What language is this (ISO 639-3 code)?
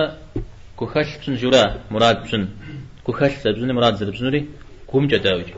kbd